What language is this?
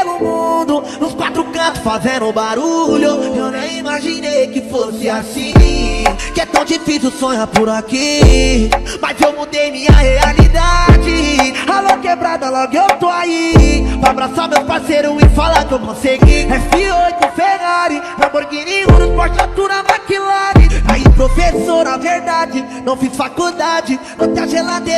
Portuguese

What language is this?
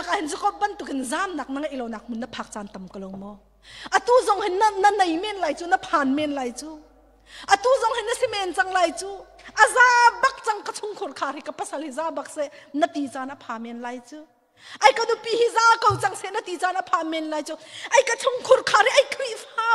Hakha Chin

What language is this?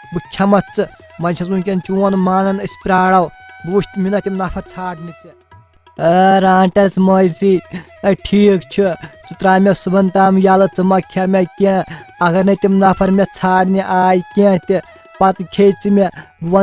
Kashmiri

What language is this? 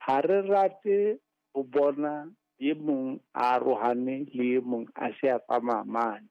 Southern Sotho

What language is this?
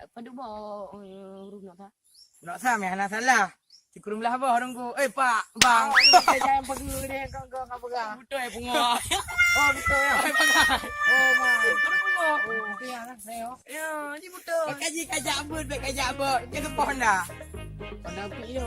Achinese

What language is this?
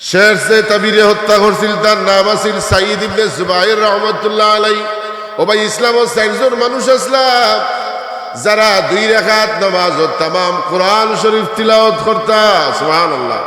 Sylheti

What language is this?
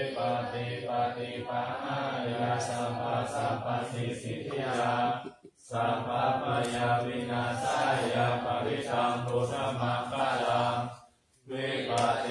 Pali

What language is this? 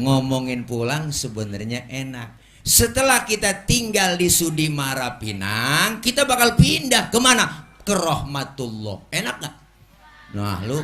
Betawi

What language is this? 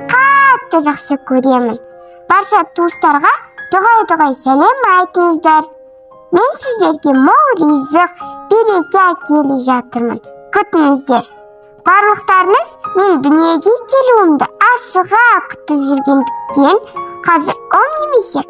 Kazakh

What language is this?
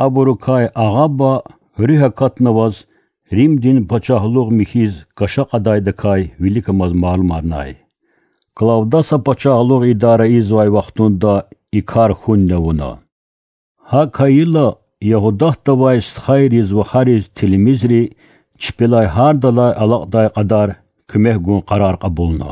Lezghian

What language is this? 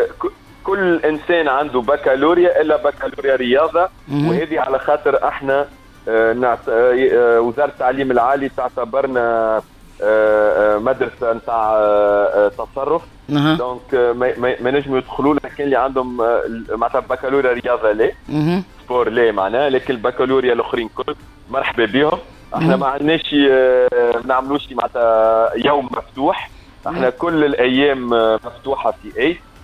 Tunisian Arabic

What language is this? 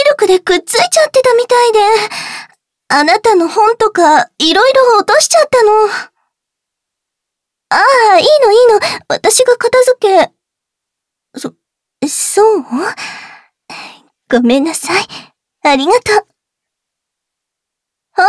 Japanese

